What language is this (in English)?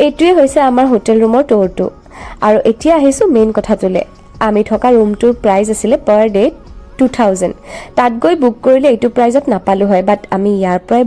Assamese